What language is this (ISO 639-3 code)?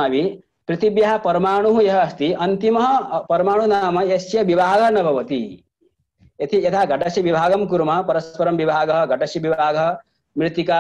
san